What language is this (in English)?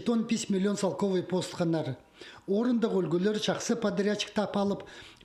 Khakas